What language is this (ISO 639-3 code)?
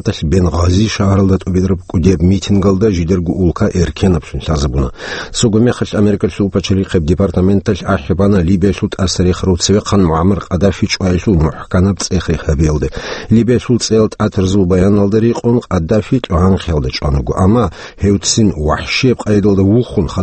ava